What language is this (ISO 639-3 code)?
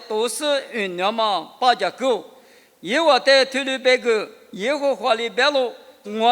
lis